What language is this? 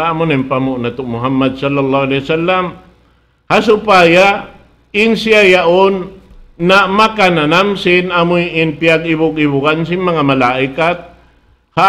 Tausug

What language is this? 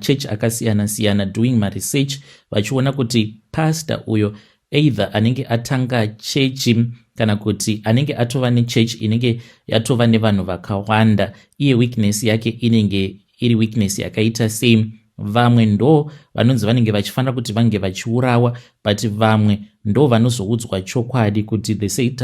Shona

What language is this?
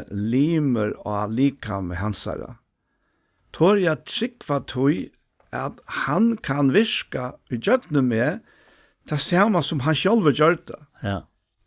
Faroese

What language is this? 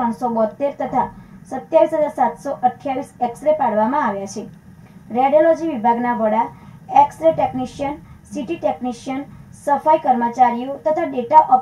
Gujarati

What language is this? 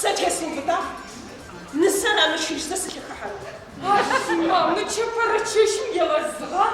Adyghe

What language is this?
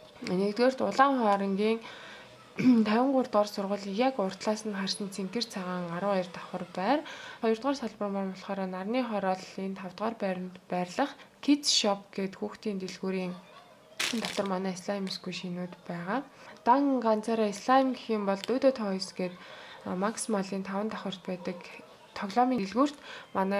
Mongolian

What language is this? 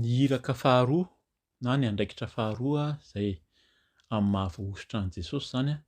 Malagasy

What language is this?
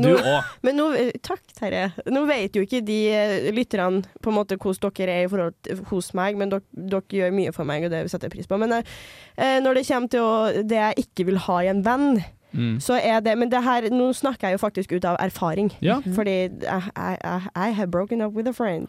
Norwegian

